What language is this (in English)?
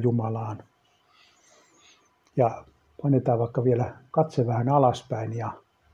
Finnish